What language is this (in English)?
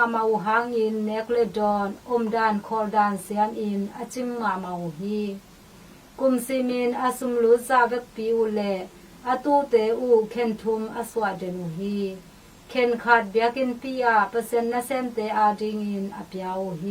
Tedim Chin